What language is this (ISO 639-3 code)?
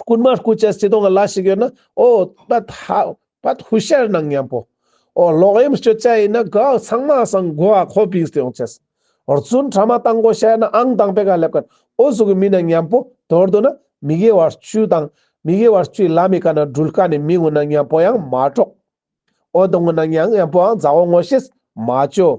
lbj